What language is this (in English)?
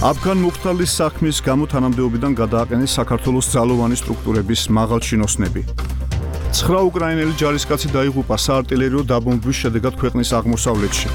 Georgian